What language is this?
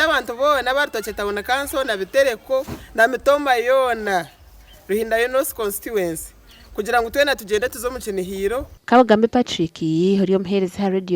Nyankole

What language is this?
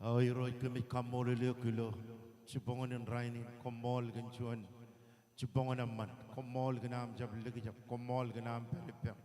Marshallese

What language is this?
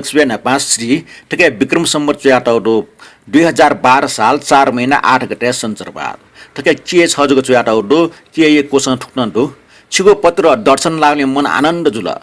Newari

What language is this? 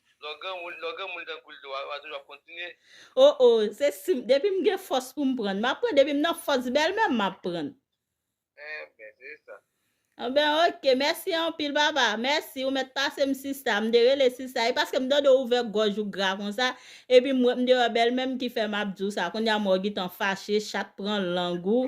Haitian Creole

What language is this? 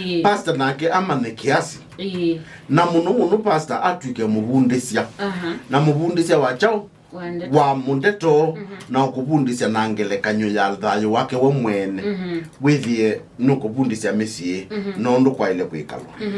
Kamba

